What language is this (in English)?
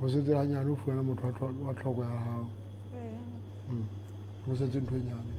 Southern Sotho